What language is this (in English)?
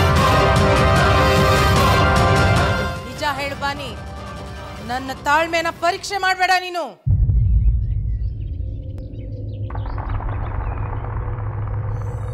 Kannada